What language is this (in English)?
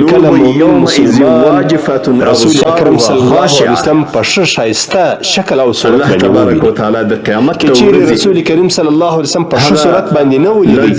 Pashto